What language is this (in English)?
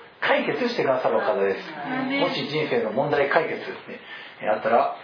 Japanese